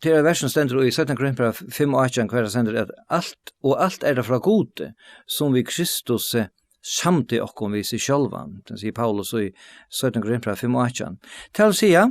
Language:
Faroese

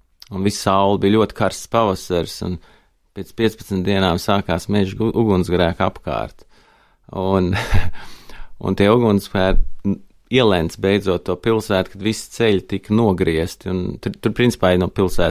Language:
Latvian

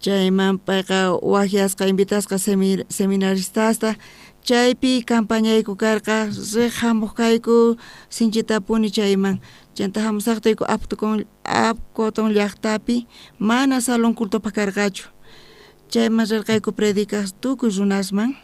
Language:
South Bolivian Quechua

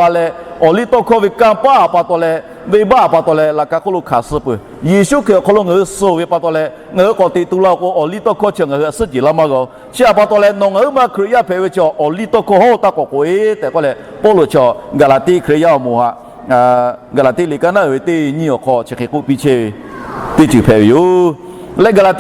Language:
Lahu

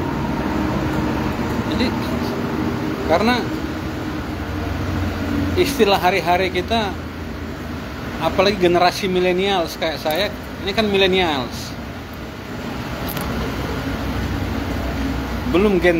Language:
Indonesian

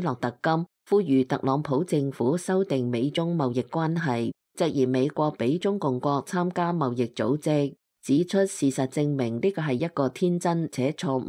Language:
Cantonese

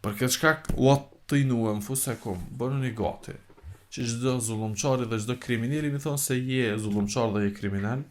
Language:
Albanian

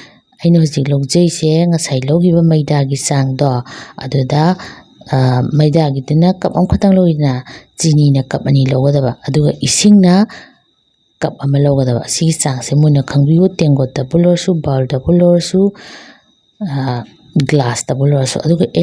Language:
Manipuri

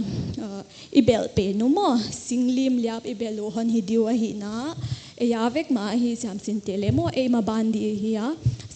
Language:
Paite Chin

